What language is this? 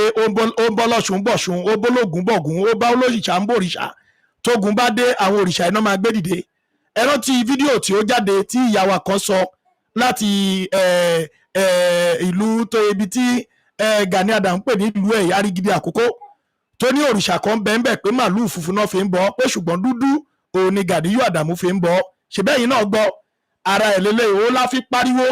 Yoruba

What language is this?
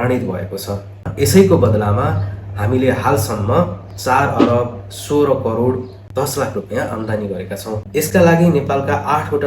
Nepali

